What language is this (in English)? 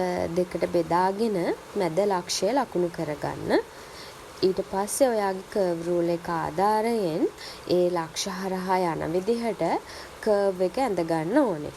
Sinhala